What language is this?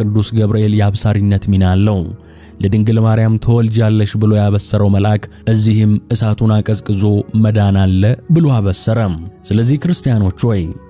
Amharic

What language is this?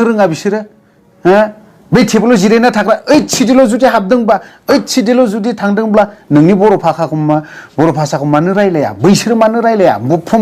Bodo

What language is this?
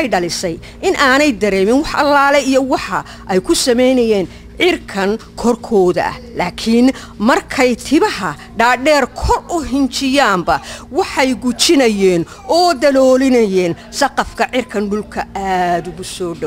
Somali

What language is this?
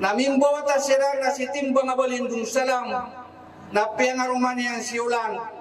Maranao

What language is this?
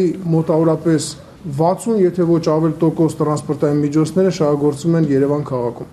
Armenian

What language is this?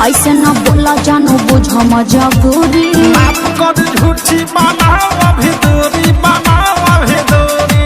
Maithili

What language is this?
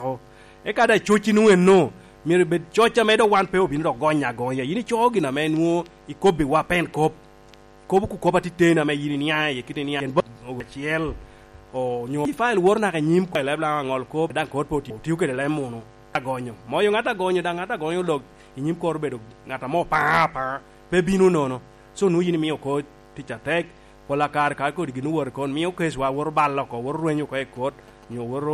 Lango (Uganda)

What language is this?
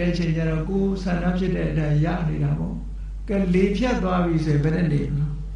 Burmese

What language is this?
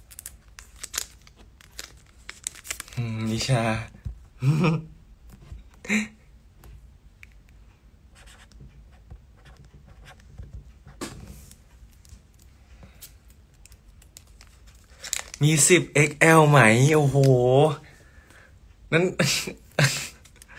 Thai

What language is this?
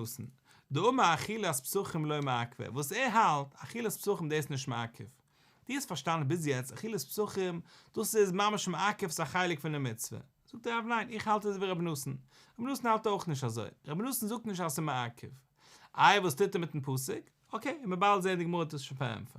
Yiddish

